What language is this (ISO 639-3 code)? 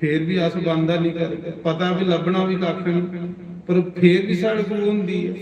doi